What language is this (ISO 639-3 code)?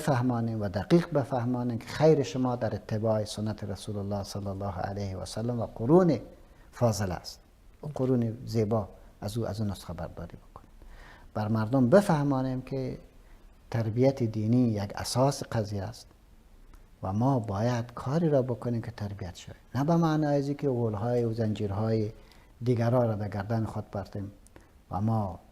fas